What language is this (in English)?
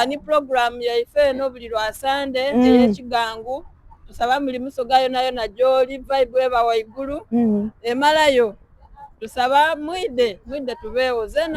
Soga